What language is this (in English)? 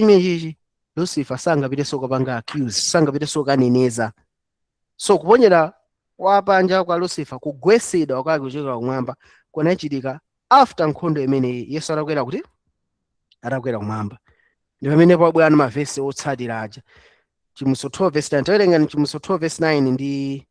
Nyanja